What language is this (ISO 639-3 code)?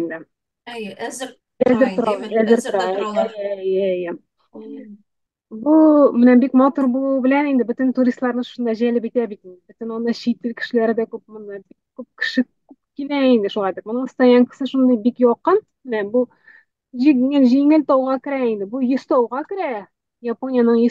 tat